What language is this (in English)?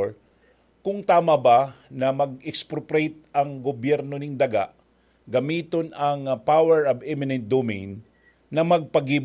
Bikol